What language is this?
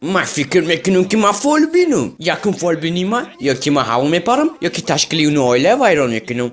Tajik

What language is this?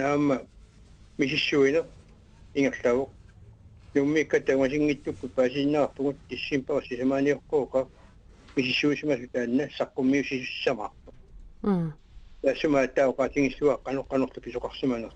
Kalaallisut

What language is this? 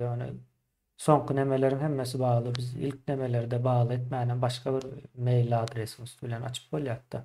Turkmen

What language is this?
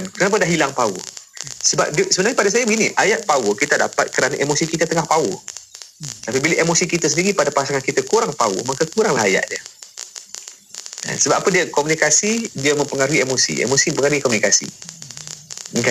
Malay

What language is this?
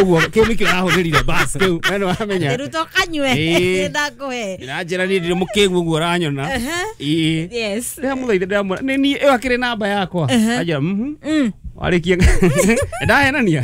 Kikuyu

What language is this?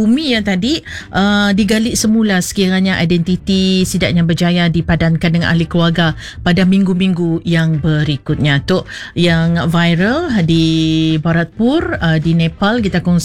Malay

